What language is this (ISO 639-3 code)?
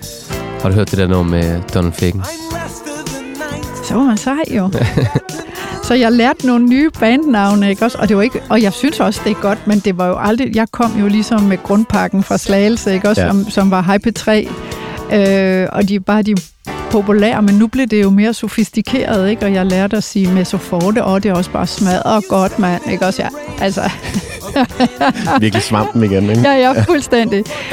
dan